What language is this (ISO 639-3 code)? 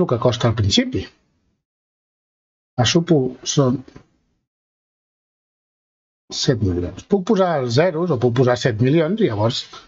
cat